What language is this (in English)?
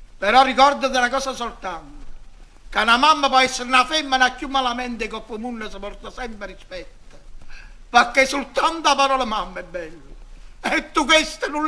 Neapolitan